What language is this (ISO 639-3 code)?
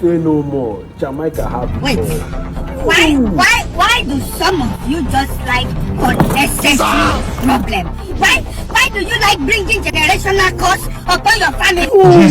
pcm